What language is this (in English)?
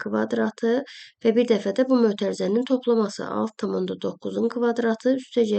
Azerbaijani